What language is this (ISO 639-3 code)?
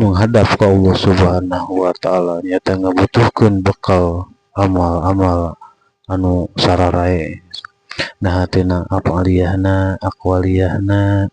sun